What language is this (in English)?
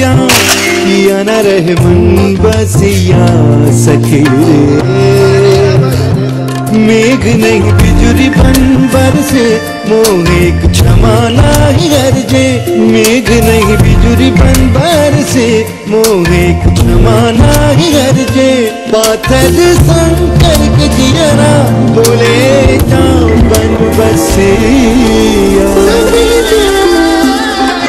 Bhojpuri